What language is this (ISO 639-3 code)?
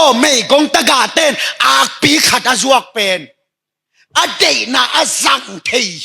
ctd